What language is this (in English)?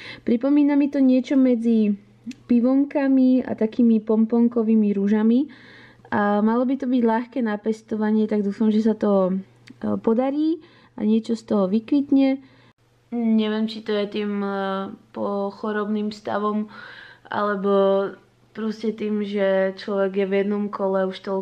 Slovak